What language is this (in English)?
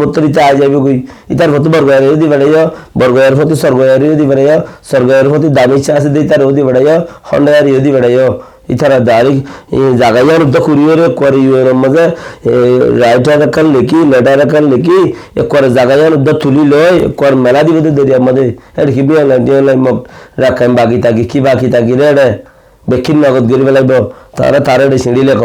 Rohingya